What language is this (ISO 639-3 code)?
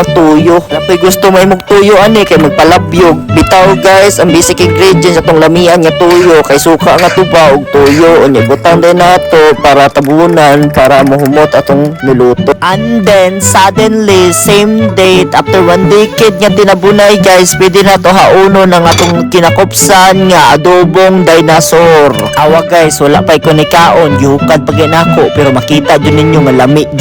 ceb